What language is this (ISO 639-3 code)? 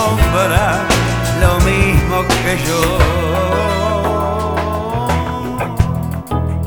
spa